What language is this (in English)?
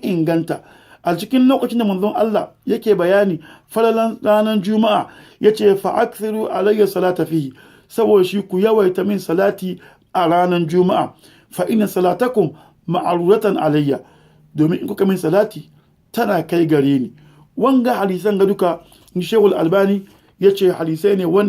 Hausa